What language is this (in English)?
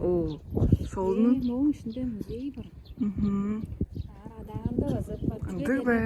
Tuvinian